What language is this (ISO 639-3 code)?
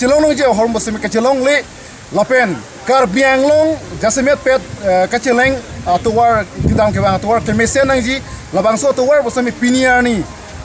mjw